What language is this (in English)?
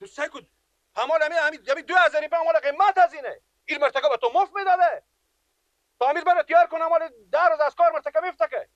Persian